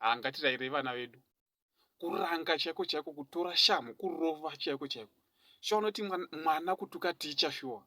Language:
Shona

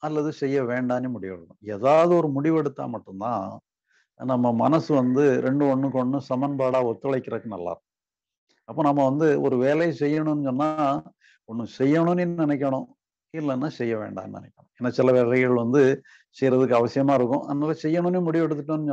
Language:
Tamil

